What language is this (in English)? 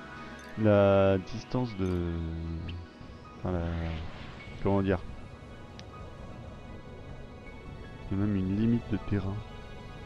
French